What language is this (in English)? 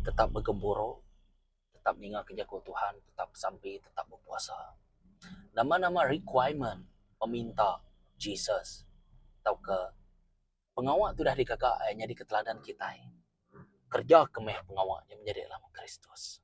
Iban